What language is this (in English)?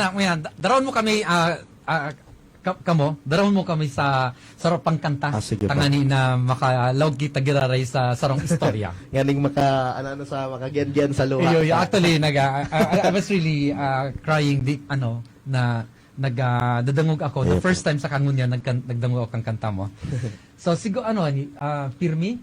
Bikol